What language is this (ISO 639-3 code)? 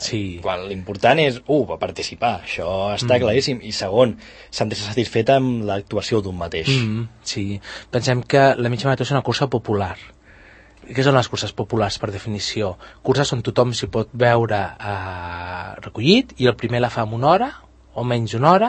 cat